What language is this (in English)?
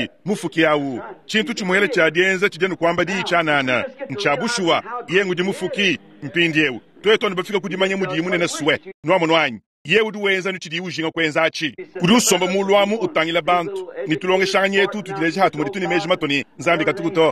Luba-Lulua